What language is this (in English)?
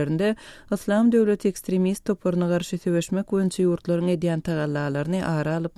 Turkmen